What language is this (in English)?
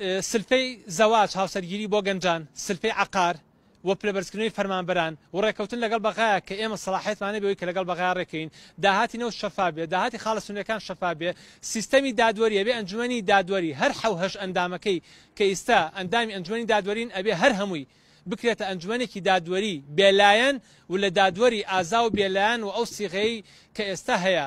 Central Kurdish